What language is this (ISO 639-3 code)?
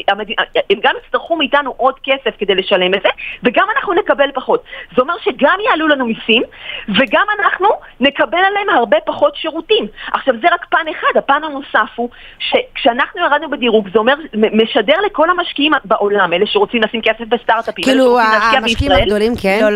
heb